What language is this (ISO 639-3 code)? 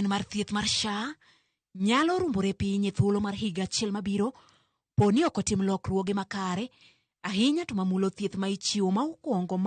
luo